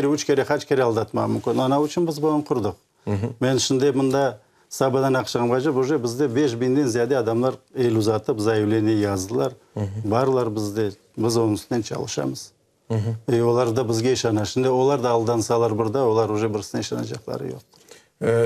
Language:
Crimean Tatar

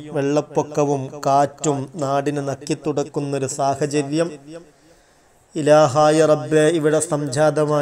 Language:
Malayalam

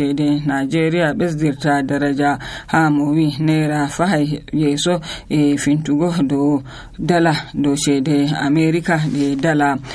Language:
Nigerian Fulfulde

